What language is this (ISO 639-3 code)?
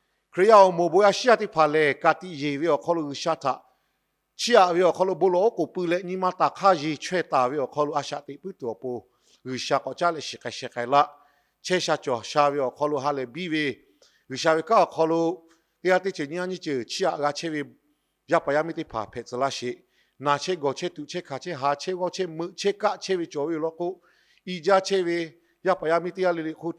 lhu